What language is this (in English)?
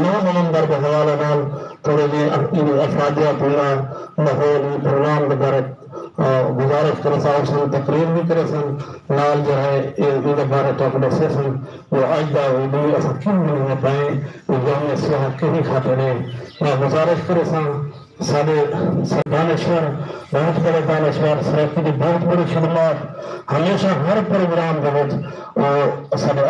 Saraiki